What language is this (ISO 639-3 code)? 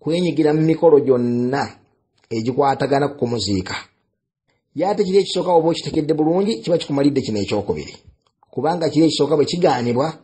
lug